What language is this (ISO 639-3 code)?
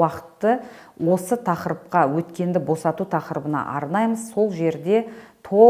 kaz